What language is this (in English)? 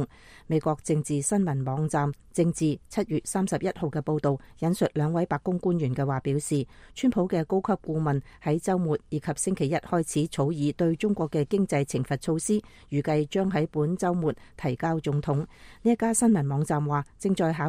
Cantonese